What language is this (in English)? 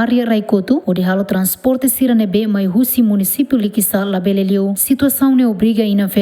Tetum